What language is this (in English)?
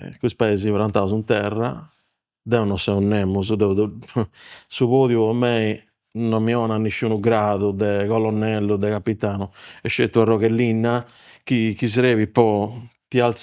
Sardinian